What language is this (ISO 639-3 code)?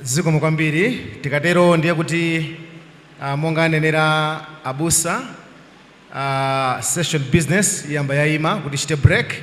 nya